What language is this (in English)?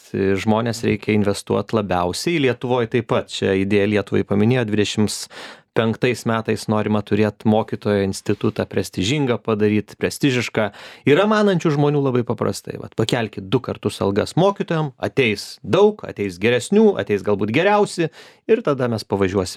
Lithuanian